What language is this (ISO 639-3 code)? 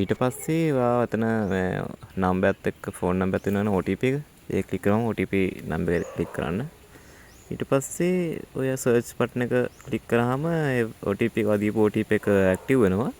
sin